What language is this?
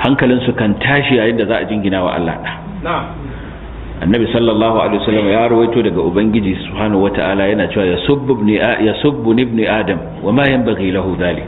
Hausa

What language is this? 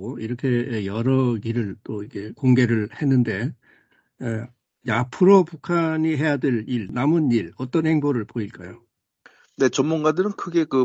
Korean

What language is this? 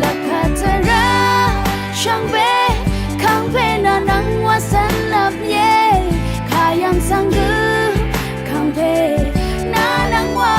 Rawang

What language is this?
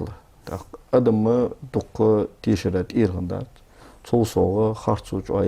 Ingush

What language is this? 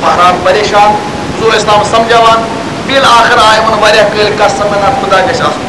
Kashmiri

